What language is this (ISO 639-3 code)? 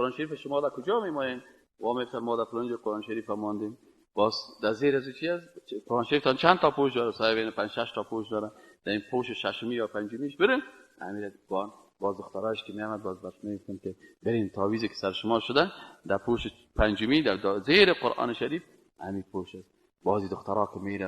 fas